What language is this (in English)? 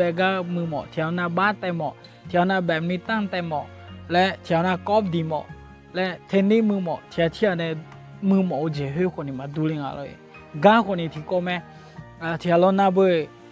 Akha